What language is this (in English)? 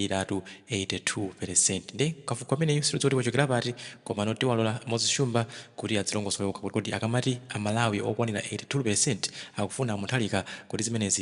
Nyanja